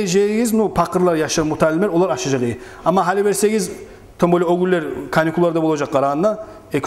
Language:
Kumyk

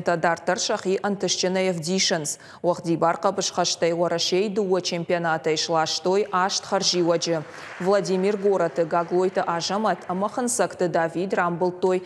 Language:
Ossetic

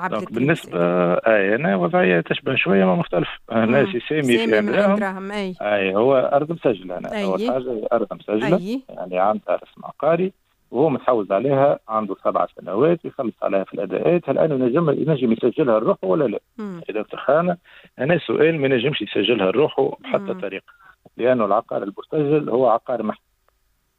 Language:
Tunisian Arabic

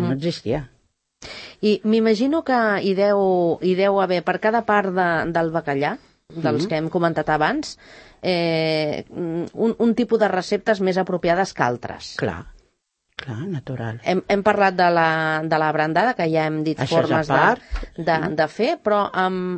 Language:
Catalan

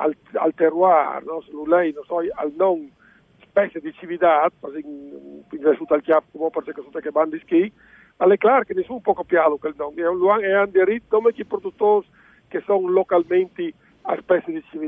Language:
Friulian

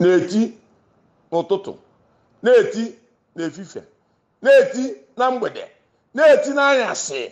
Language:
Igbo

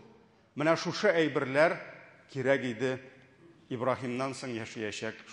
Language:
Tatar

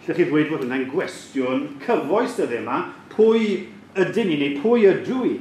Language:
Welsh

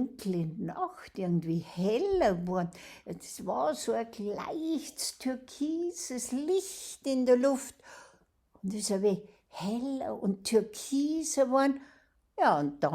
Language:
Bavarian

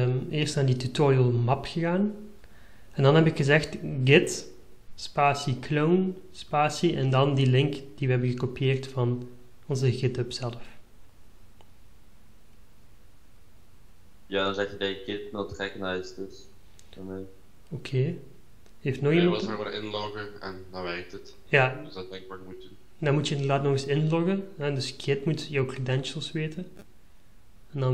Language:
Dutch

